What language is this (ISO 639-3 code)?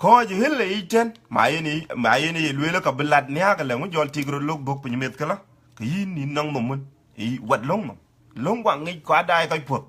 din